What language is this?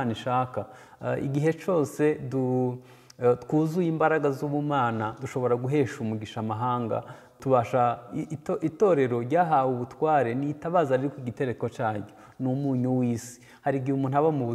Kinyarwanda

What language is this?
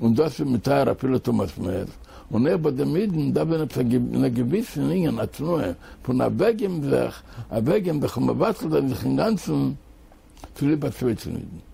Yiddish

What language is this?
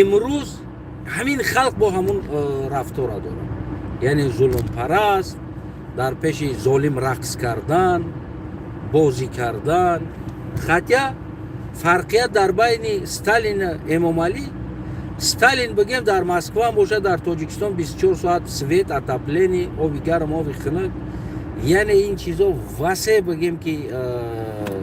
Tajik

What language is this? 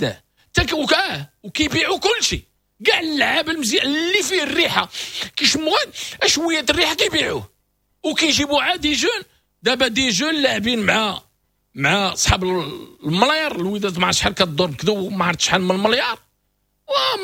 Moroccan Arabic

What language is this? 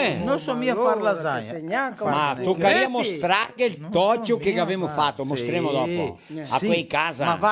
Venetian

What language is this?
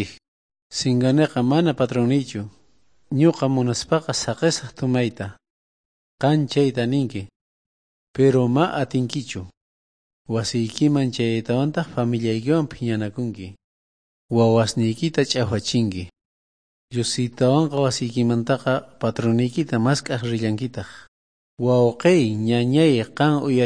South Bolivian Quechua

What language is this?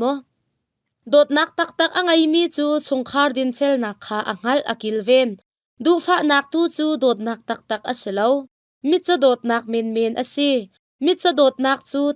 Hakha Chin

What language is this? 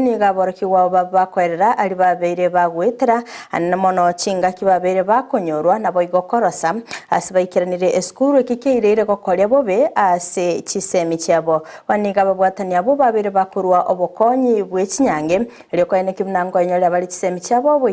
Gusii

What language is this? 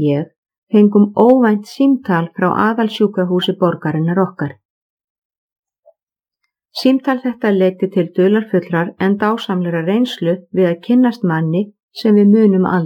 Icelandic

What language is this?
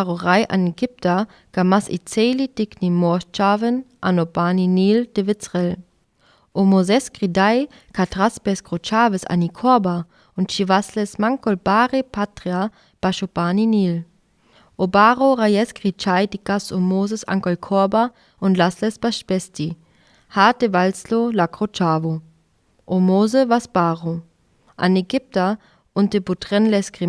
Sinte Romani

